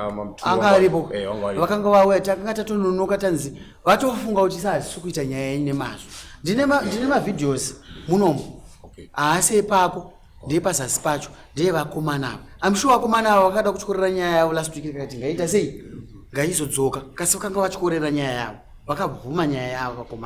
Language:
Shona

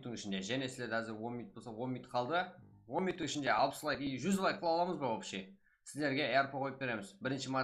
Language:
Kara-Kalpak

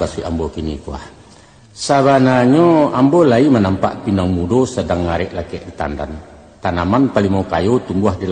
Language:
Minangkabau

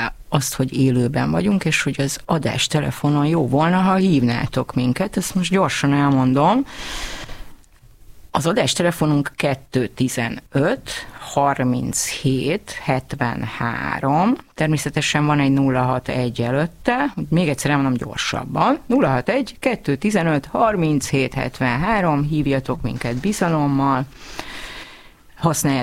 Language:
Hungarian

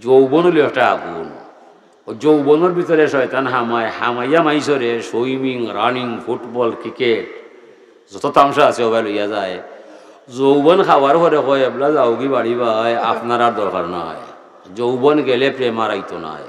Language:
Sylheti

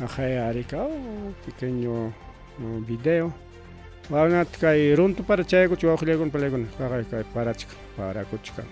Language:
Ayacucho Quechua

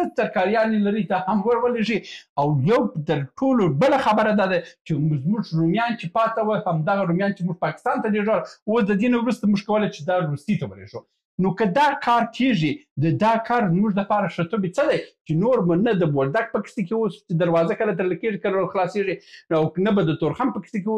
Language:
Pashto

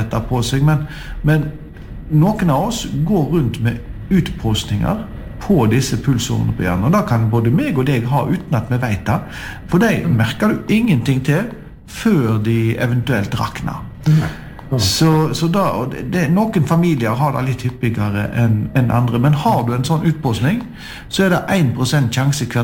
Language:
Norwegian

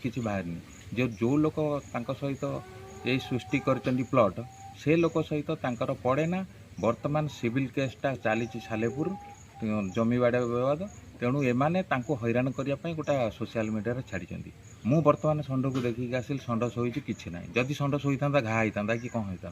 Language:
Odia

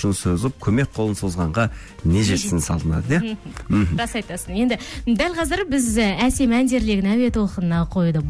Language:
Kazakh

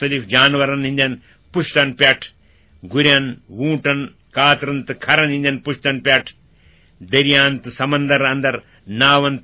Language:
Kashmiri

